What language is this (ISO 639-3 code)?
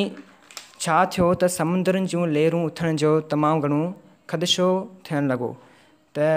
snd